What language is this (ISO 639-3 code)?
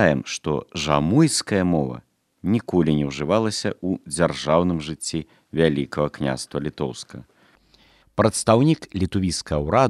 bel